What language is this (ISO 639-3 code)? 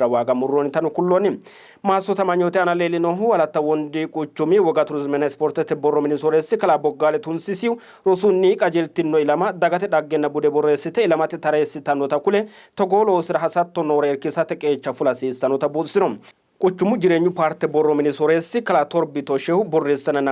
sid